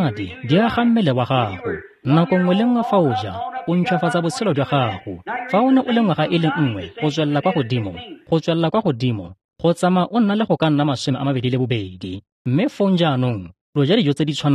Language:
Tswana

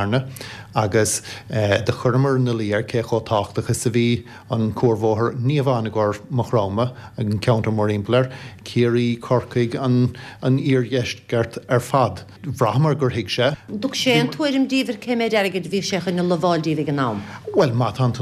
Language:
Irish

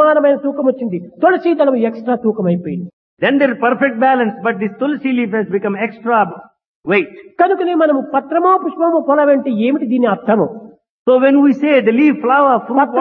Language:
Telugu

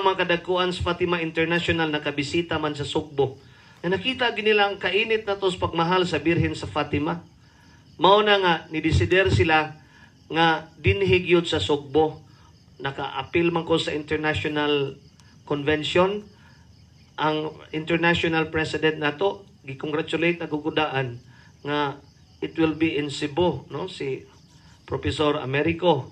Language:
Cebuano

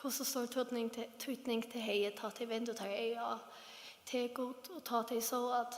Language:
Faroese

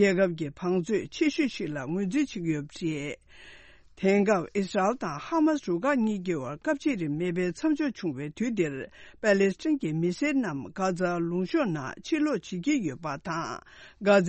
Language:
Tibetan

